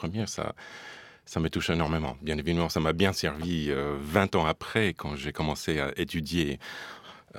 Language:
French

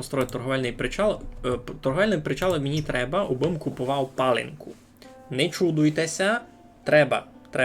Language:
Rusyn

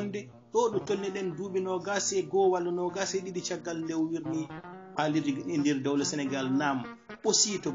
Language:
Fula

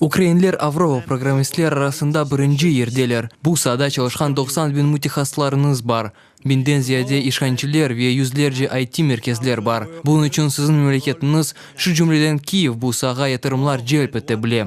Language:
Crimean Tatar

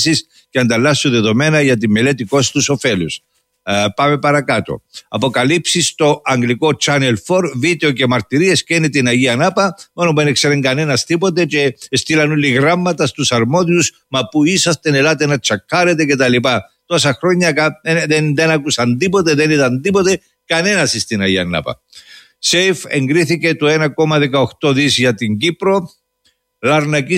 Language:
Greek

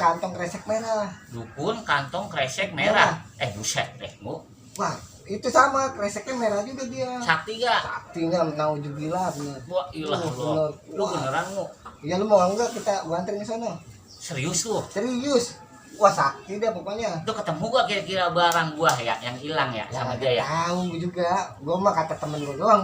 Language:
Betawi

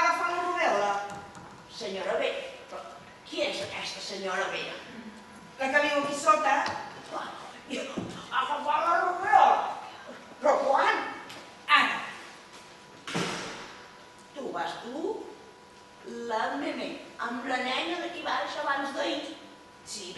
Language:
Catalan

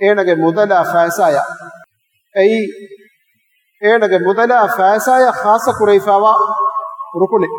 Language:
Divehi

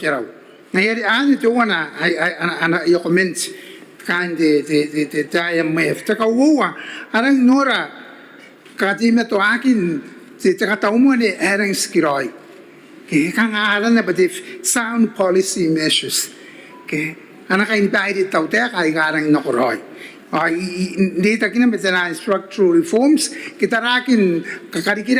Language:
Gilbertese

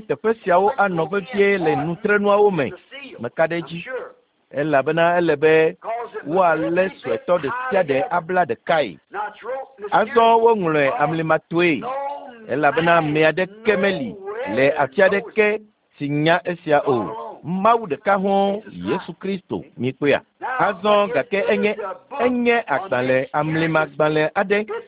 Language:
Ewe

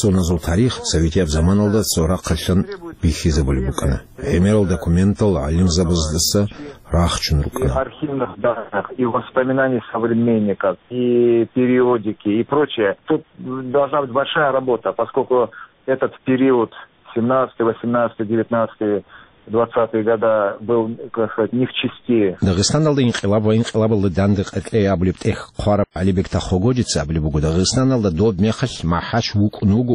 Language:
Avaric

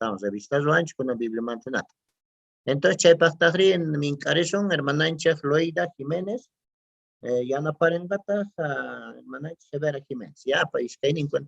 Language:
Quechua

